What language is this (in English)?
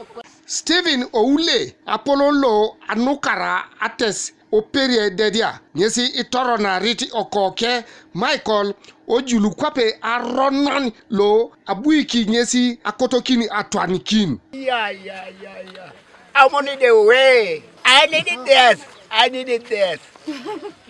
Teso